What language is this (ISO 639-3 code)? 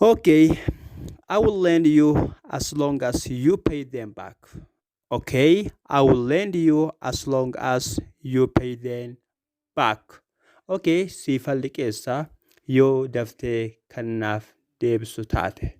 orm